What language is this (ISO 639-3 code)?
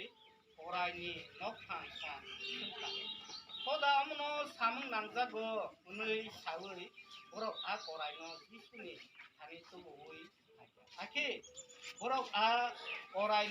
trp